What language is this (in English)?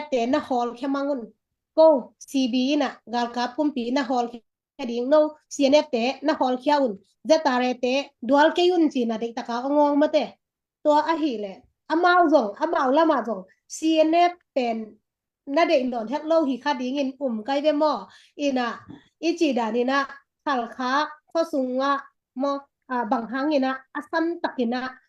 Tedim Chin